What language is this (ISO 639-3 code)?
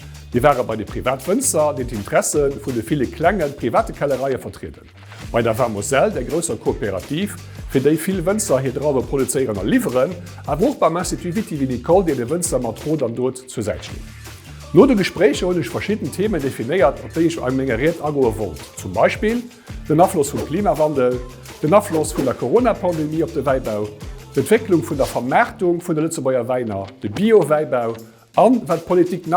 ltz